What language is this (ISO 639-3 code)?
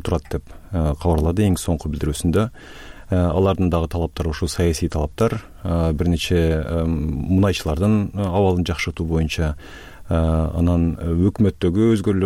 kir